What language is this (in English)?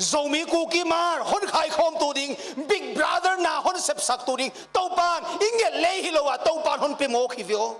Paite Chin